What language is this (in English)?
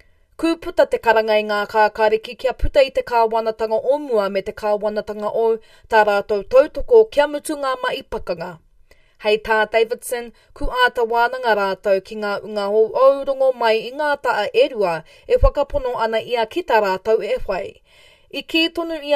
Māori